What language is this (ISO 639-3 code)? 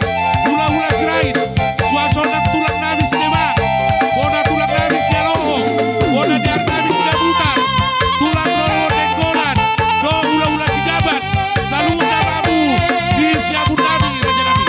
btx